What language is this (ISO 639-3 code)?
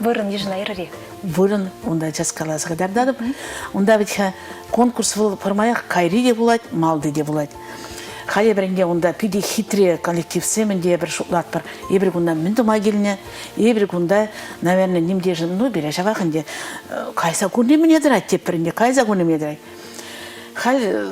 chv